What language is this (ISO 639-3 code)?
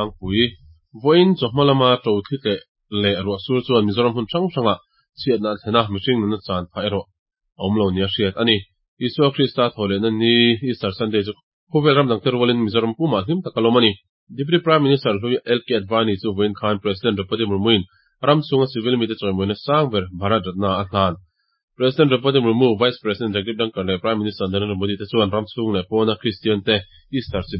lus